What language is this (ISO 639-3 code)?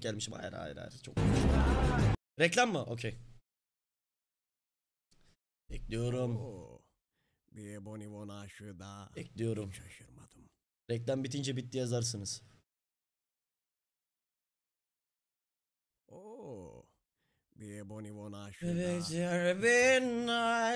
tur